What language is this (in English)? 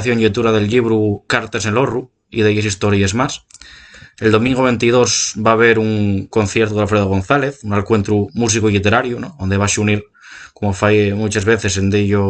Asturian